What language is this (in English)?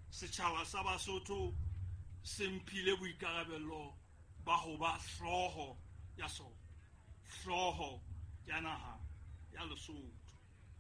Southern Sotho